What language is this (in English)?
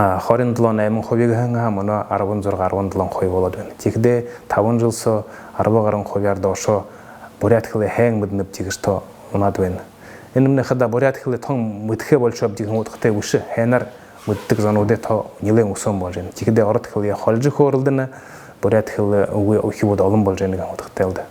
Buriat